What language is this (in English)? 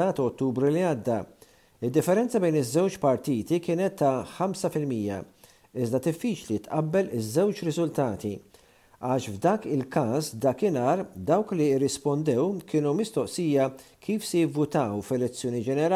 Maltese